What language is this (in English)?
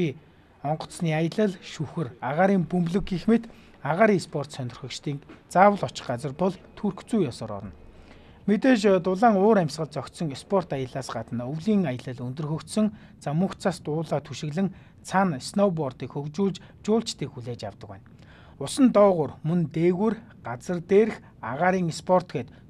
Mongolian